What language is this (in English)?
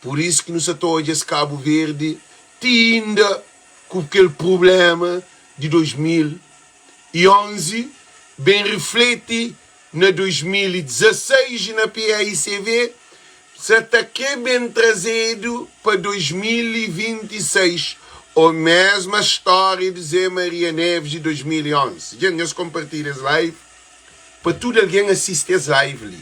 Kabuverdianu